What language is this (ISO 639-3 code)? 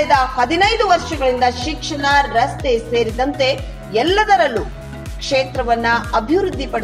kan